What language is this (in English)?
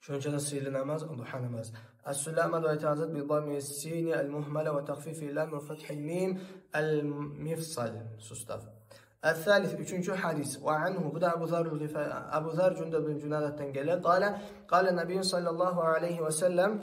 Kumyk